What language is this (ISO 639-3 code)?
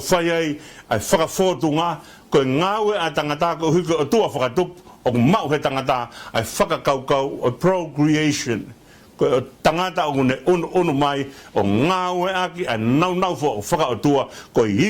ton